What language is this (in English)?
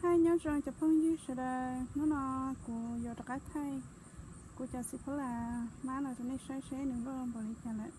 Hmong